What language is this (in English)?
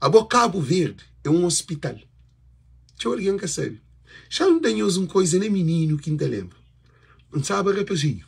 Kabuverdianu